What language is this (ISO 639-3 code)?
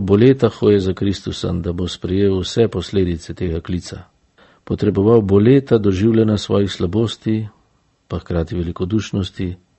slv